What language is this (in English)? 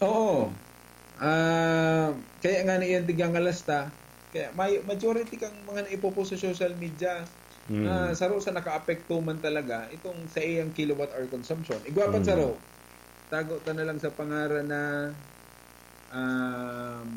Bikol